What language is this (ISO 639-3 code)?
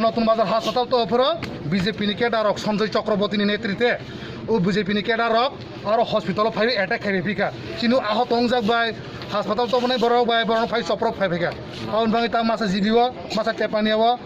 trp